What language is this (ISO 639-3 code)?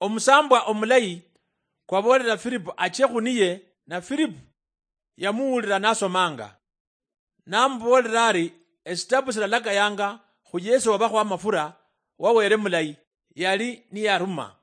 luy